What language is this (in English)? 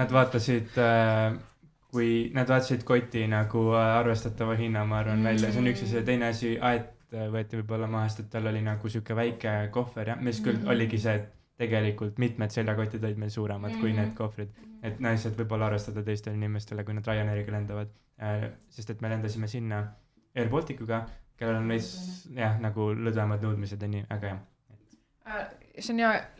Estonian